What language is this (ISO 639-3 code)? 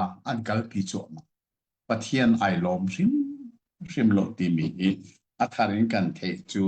cnh